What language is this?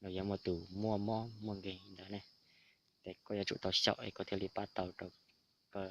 Hmong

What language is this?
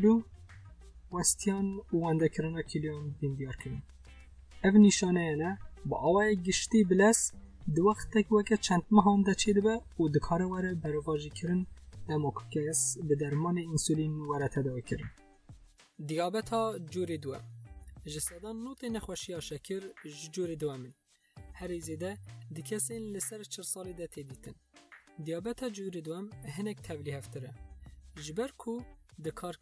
Kurdish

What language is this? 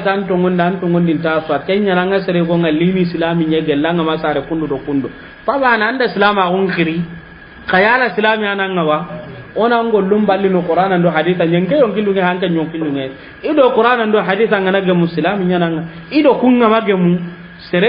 Soninke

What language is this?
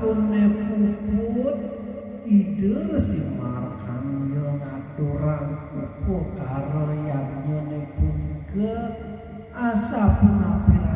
Balinese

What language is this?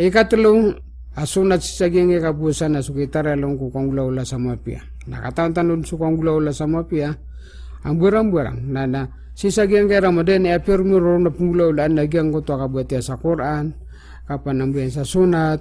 Maranao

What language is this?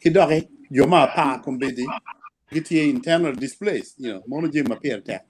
Acoli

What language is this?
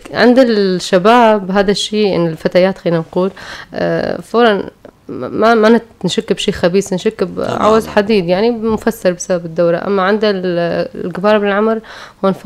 North Levantine Arabic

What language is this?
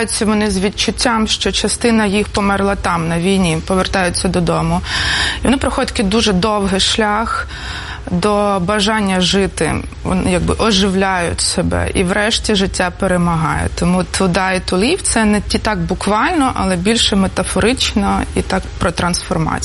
Ukrainian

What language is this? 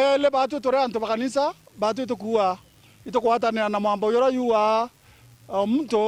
Meru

